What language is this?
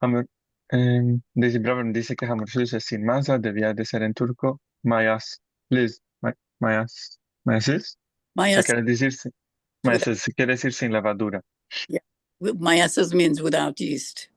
Ladino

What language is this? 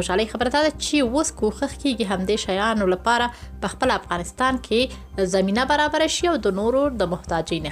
Pashto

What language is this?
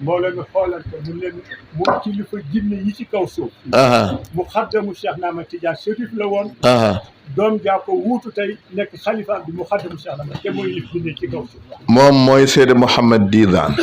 Wolof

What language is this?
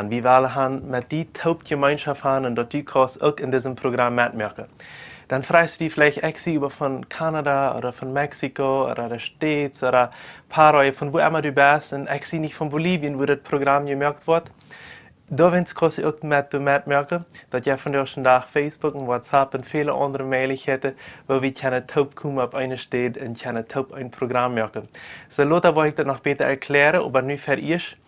Plautdietsch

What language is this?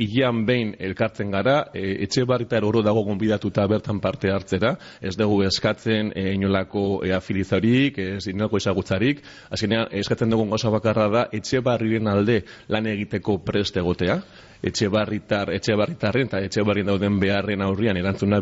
Basque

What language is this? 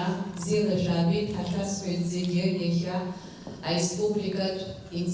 Abkhazian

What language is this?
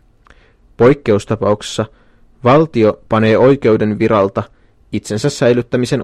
Finnish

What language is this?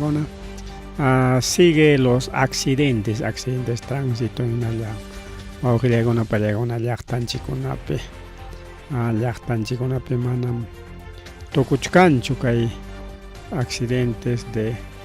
Ayacucho Quechua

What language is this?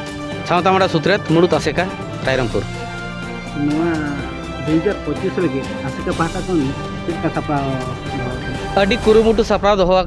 Santali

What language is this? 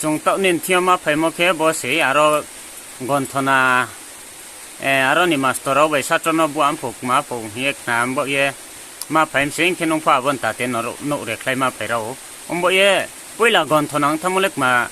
Riang (India)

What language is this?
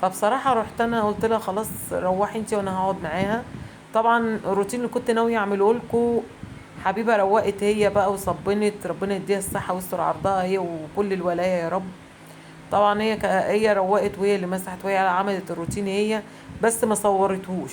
Egyptian Arabic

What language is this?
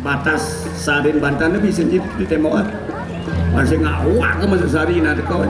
Balinese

